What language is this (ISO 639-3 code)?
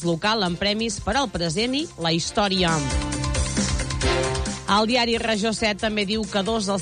cat